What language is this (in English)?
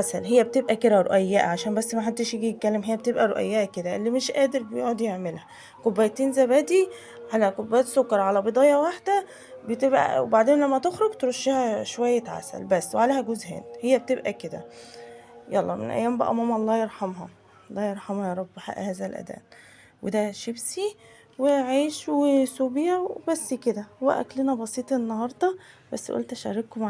Egyptian Arabic